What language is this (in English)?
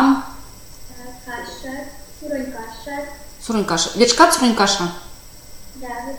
Erzya